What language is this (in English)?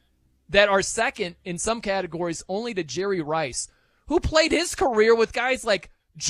English